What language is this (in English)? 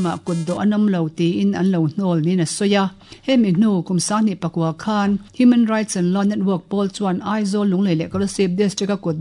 Mizo